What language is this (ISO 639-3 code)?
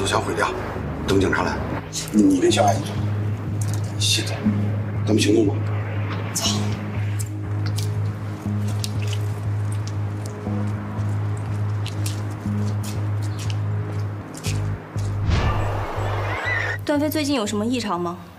zho